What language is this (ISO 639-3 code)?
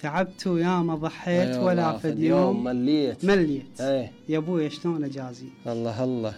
acm